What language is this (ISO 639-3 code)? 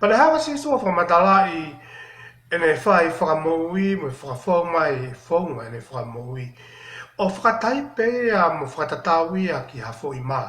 ton